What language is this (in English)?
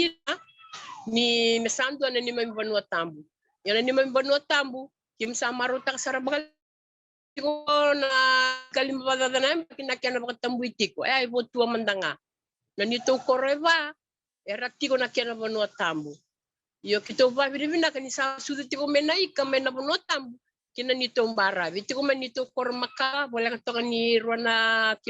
Fijian